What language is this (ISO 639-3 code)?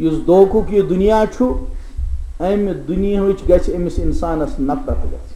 kas